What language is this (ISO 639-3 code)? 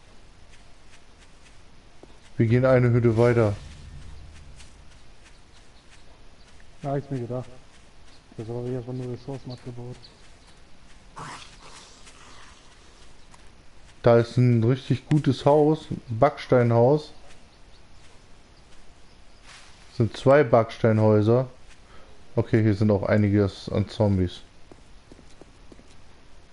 deu